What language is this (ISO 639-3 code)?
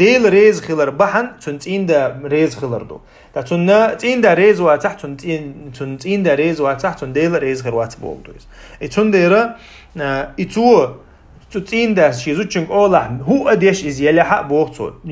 che